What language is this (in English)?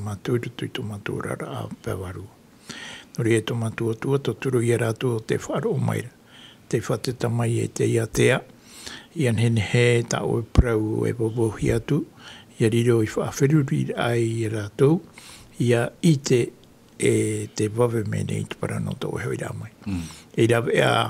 Tahitian